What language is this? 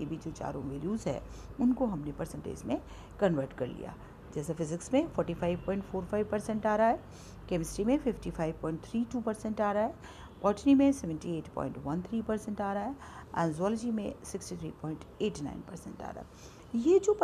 Hindi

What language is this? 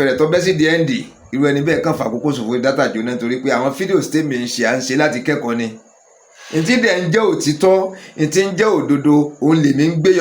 Yoruba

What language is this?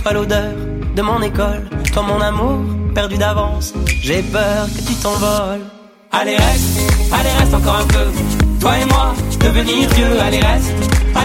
French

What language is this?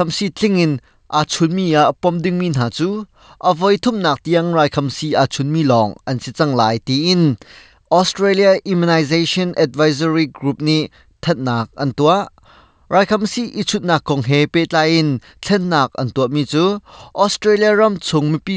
Hakha Chin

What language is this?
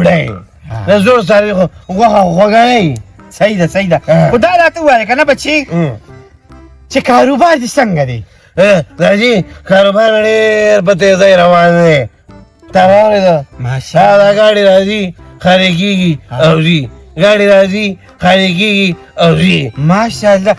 Pashto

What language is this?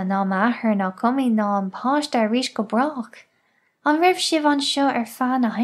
Irish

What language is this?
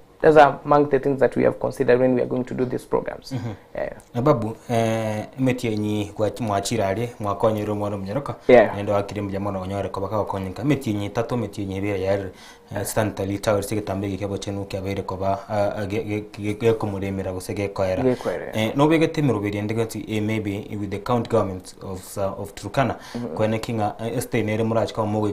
Gusii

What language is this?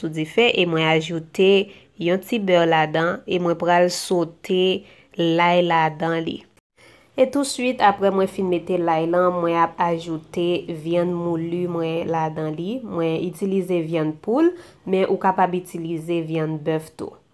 Haitian Creole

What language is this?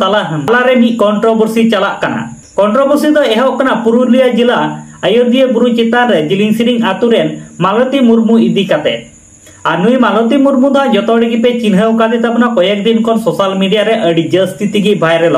Santali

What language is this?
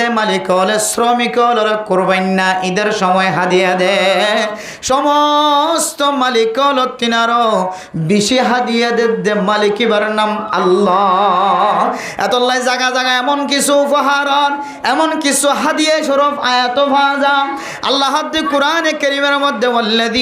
Rohingya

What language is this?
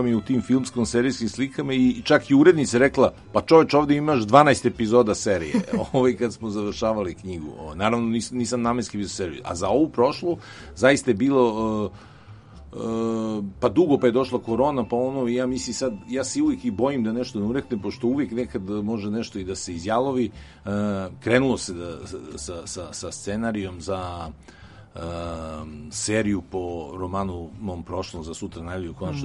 Serbian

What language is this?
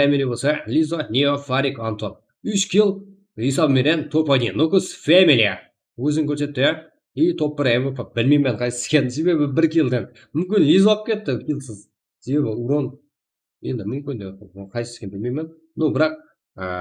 Kara-Kalpak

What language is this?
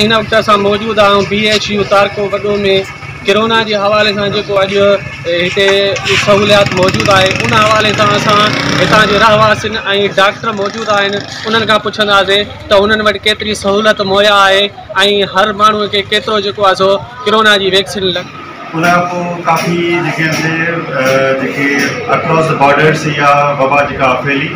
Sindhi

